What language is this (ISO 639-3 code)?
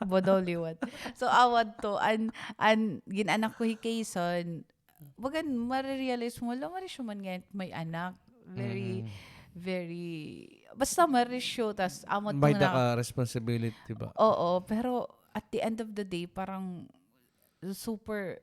war